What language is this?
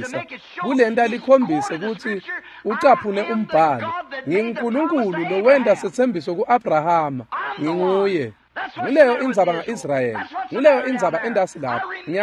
Swati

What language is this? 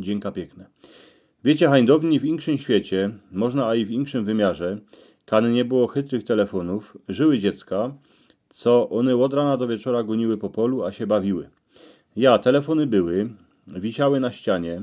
Silesian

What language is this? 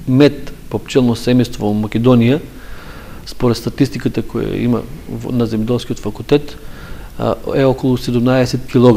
Macedonian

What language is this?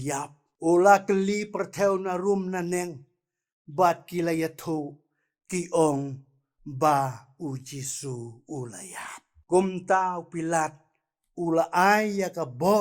Khasi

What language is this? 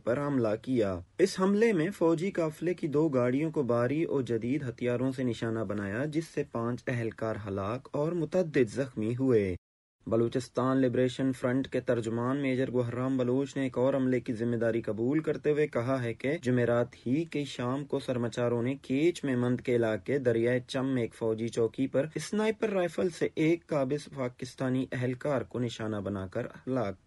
Urdu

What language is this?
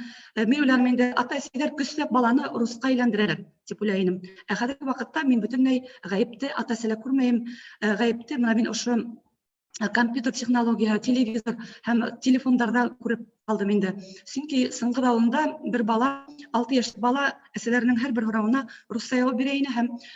Bashkir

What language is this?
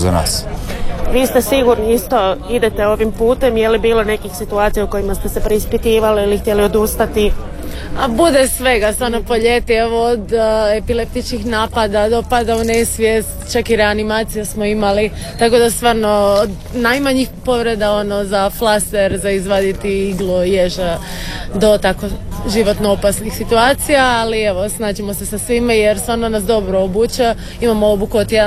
Croatian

